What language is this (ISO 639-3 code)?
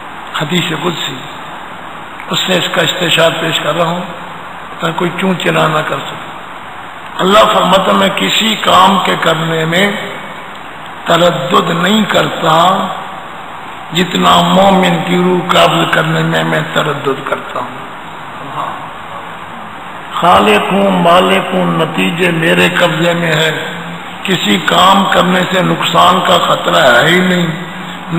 urd